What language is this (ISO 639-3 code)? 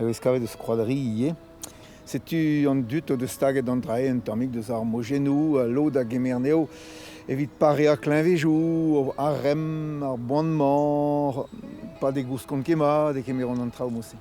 bre